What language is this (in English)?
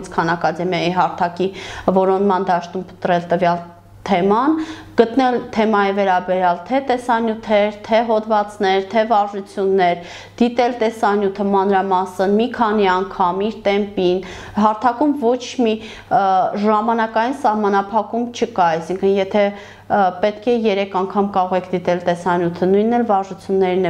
Armenian